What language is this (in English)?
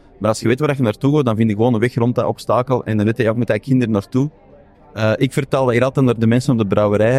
Dutch